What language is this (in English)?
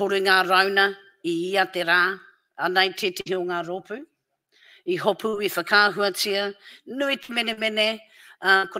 Māori